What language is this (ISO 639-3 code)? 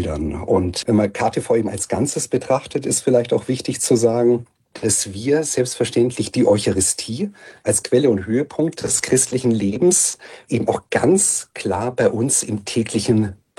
deu